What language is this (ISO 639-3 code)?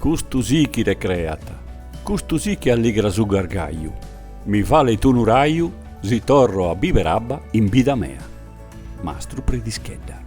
srd